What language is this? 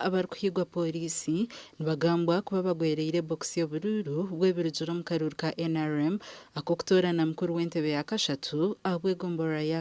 Nyankole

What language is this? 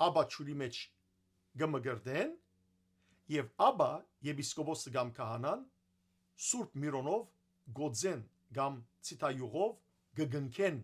Western Armenian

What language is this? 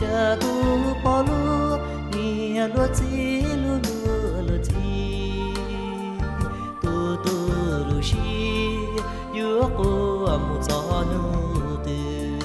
Hmong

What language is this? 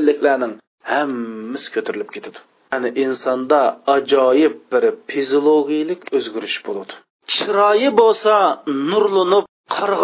Uyghur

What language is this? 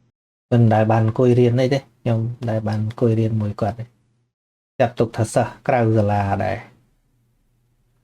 Khmer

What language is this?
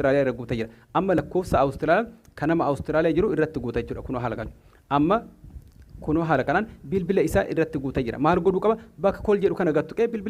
Oromo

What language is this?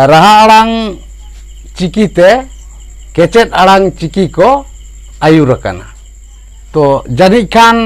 Santali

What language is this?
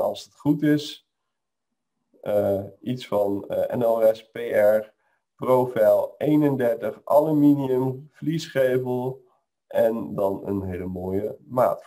Dutch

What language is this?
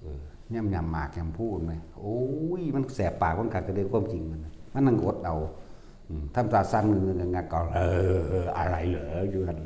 Northeastern Thai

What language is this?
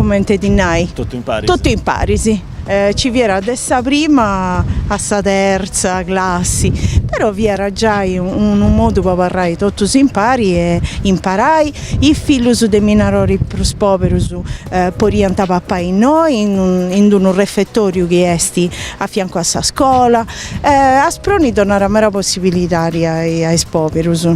Sardinian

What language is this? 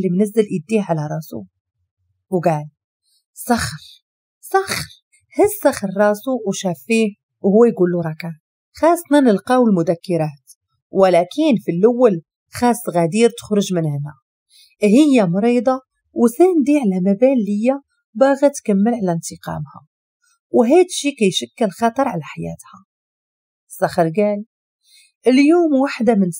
Moroccan Arabic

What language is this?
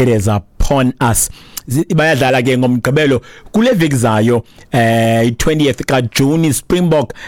Xhosa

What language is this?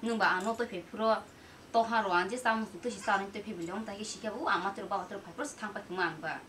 Kok Borok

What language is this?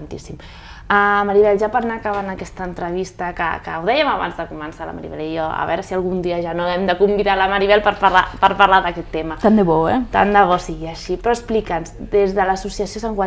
Catalan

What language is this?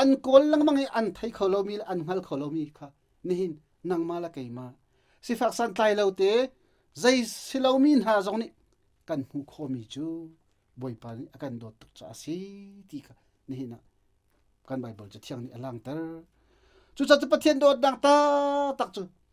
Hakha Chin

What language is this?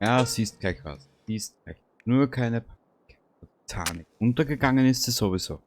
Bavarian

